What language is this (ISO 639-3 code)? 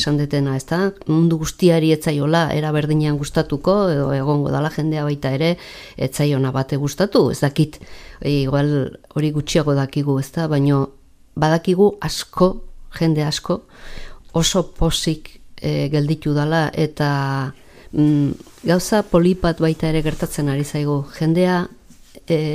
eus